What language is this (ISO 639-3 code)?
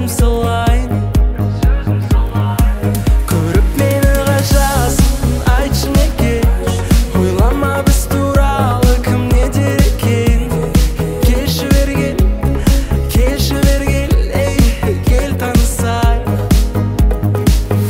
kaz